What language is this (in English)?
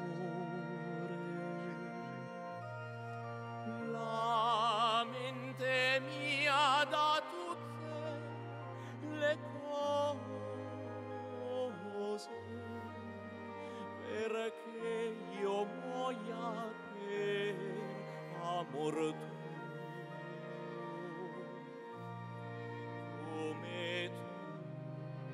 Italian